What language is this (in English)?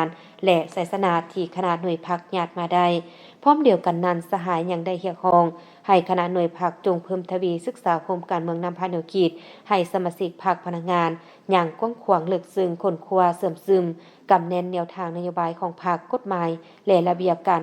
Lao